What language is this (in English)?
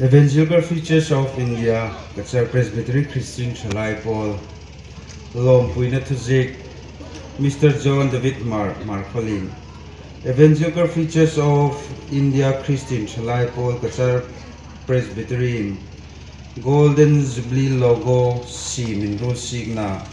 Hmar